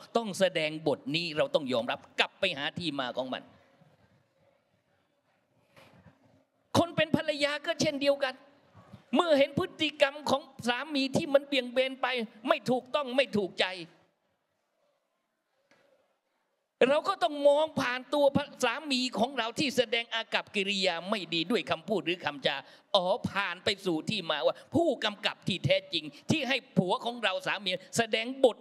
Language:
Thai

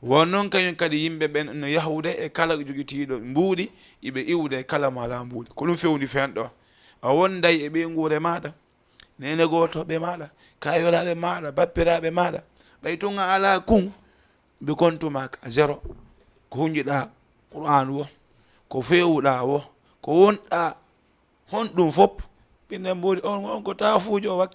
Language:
Fula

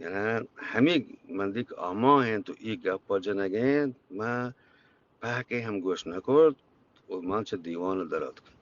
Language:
Eastern Balochi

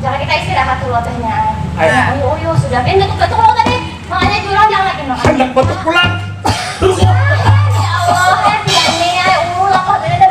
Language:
Banjar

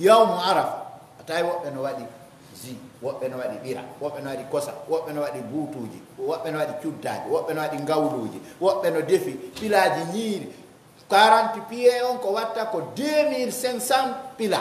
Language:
Pular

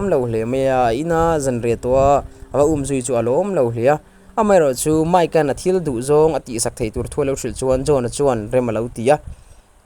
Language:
Mizo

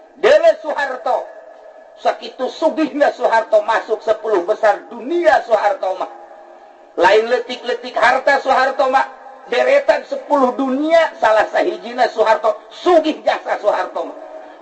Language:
Sundanese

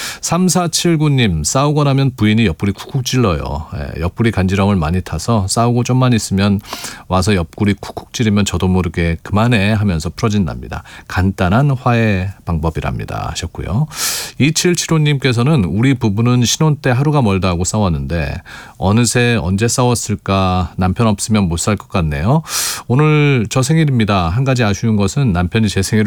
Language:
Korean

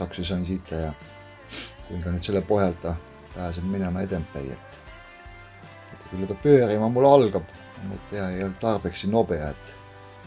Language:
Finnish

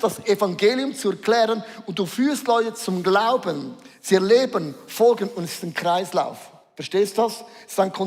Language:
Swiss German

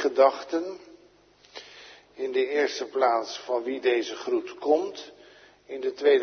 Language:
Dutch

